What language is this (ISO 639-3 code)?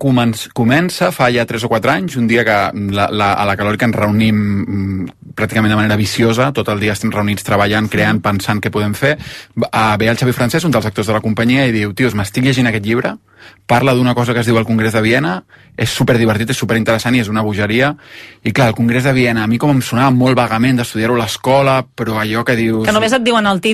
cat